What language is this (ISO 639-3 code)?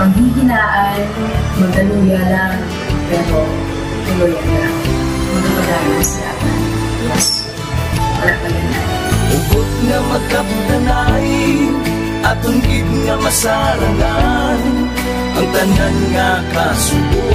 hil